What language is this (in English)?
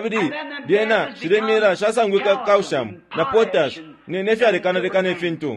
Bemba